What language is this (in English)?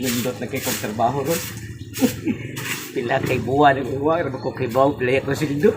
Cebuano